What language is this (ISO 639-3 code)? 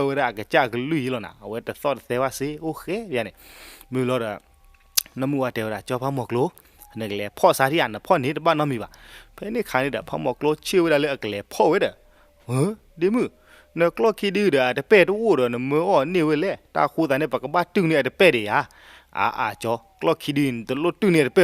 ksw